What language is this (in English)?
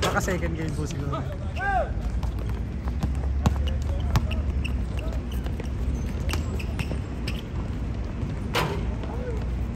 Filipino